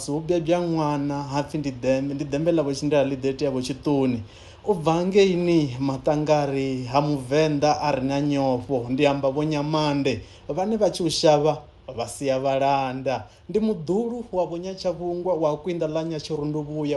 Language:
Venda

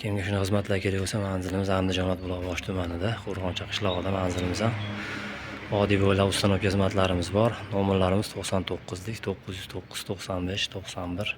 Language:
Uzbek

